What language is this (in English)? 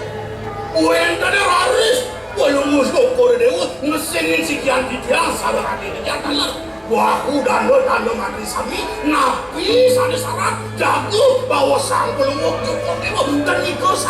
Balinese